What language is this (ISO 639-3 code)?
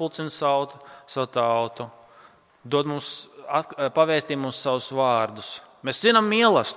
lav